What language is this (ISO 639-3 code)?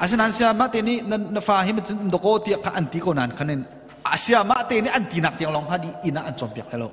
cnh